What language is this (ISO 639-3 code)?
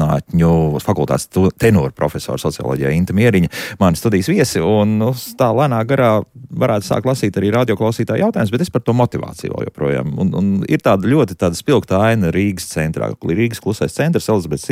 lav